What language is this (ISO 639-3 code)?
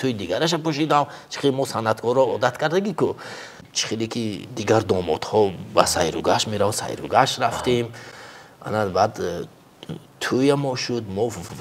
tgk